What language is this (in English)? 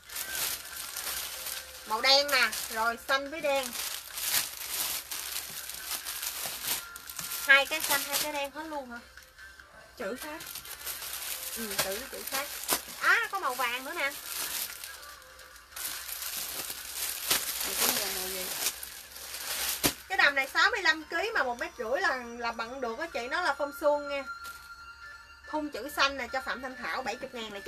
Vietnamese